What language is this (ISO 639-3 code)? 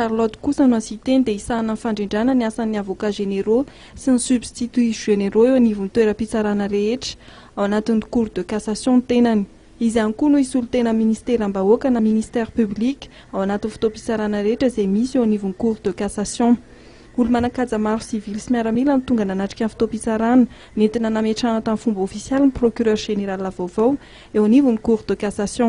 mlg